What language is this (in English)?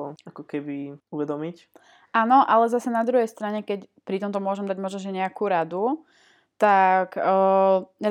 Slovak